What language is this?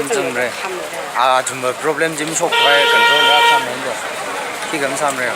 Tangkhul Naga (India)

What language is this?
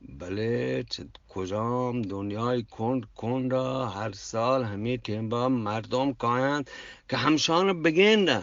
Eastern Balochi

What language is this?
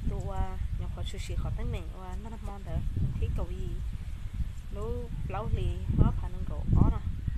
Hmong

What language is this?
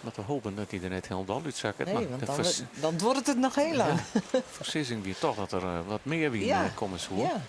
Western Frisian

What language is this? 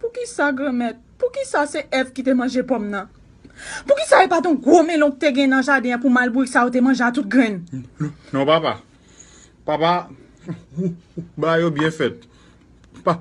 Haitian Creole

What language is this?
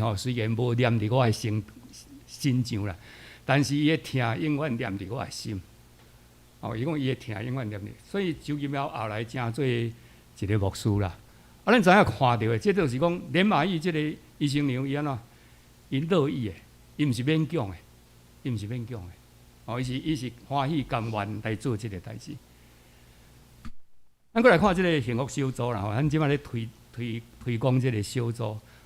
Min Nan Chinese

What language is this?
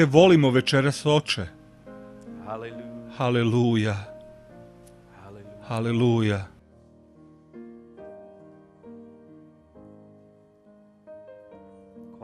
Serbian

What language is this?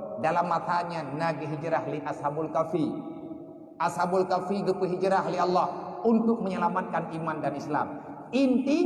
Achinese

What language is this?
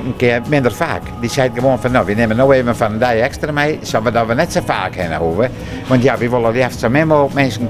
Western Frisian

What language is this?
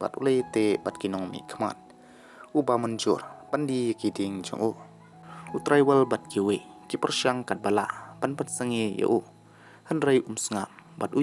Khasi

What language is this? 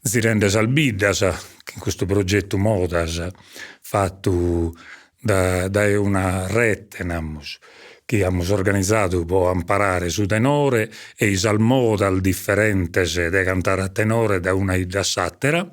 Sardinian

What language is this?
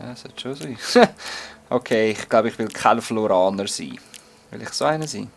Swiss German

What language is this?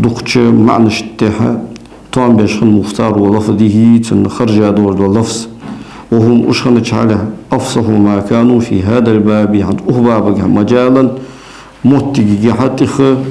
Ingush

